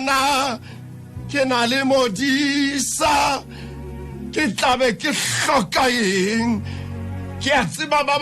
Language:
Southern Sotho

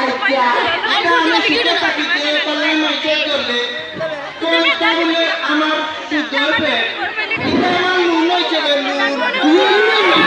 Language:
Sylheti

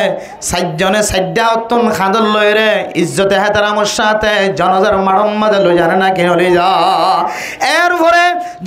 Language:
Rohingya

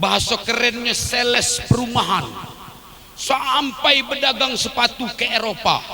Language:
Musi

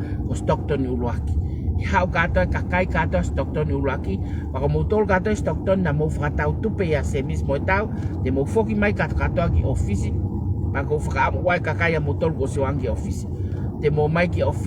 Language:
Tongan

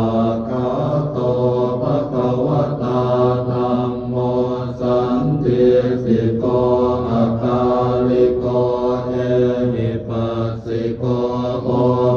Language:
Pali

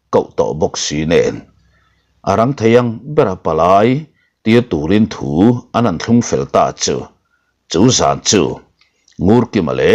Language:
Mizo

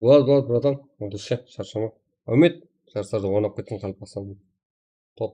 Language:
Kara-Kalpak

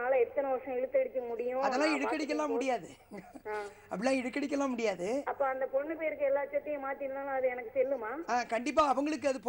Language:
Tamil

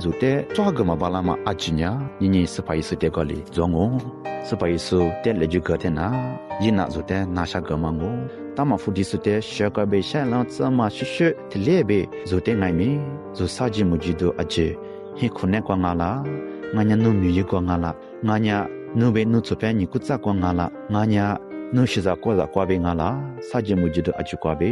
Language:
Lisu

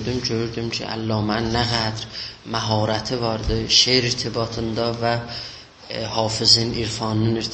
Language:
South Azerbaijani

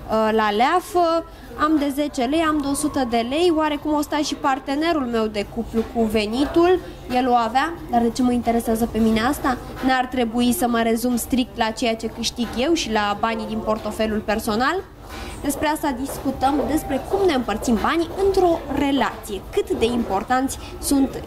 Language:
Romanian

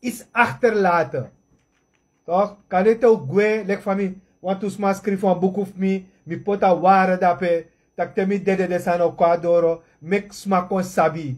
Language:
Sranan Tongo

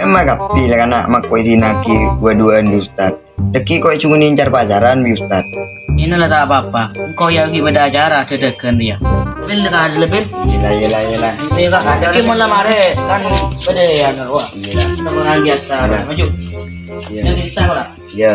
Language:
Madurese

